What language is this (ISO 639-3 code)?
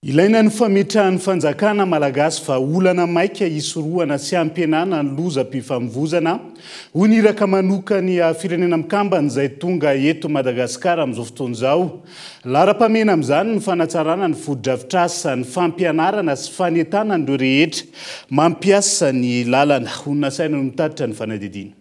mlg